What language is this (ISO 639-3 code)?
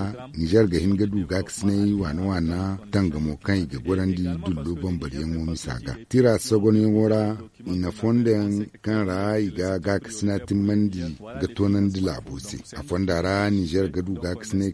dje